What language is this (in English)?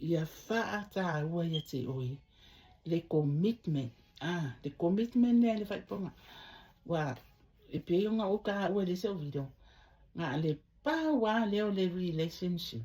Samoan